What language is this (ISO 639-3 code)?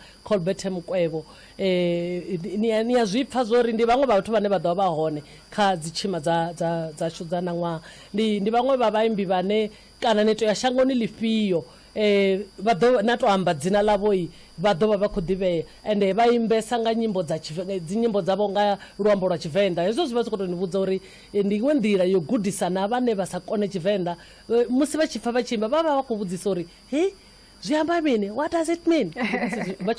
ven